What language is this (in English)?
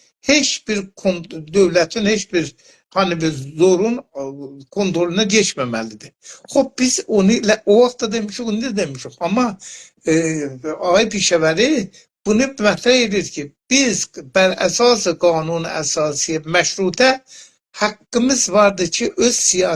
South Azerbaijani